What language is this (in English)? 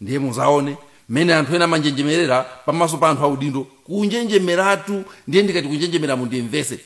Nyanja